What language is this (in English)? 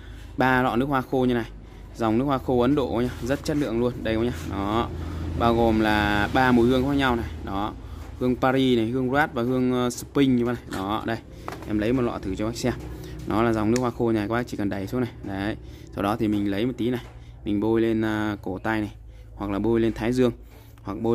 Vietnamese